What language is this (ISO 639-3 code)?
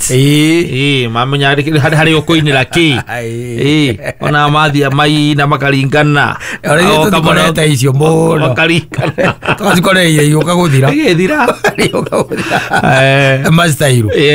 kik